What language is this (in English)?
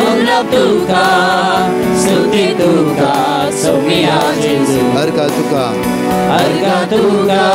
Konkani